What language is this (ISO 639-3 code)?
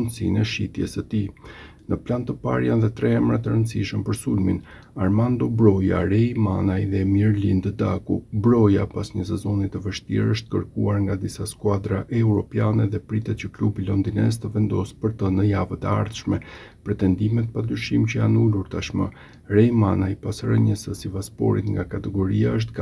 sqi